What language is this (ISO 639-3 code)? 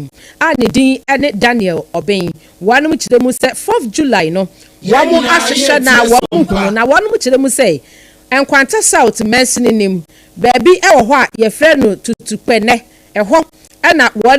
aka